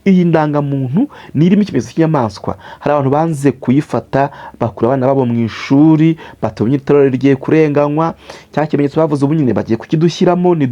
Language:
Kinyarwanda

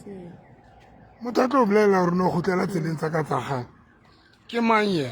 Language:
Southern Sotho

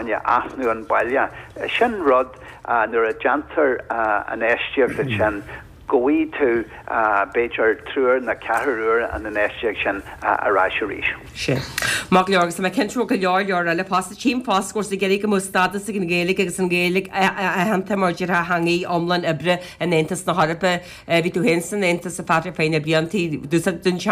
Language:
Irish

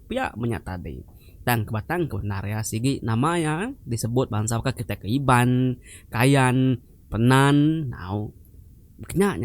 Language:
Iban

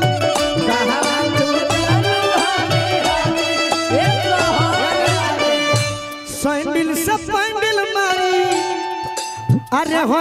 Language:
Bhojpuri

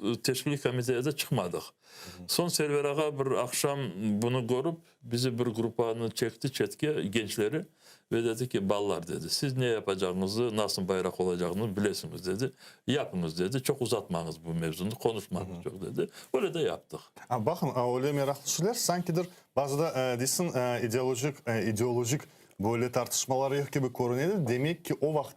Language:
Crimean Tatar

